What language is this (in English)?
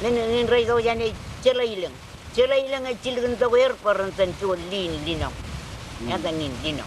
Marshallese